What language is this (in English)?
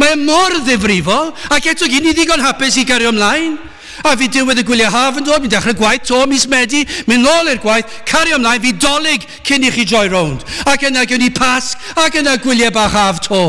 Welsh